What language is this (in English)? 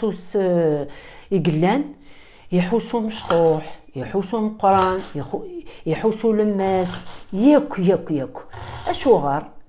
Kabyle